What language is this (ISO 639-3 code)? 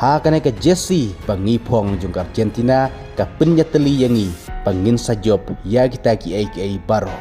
kha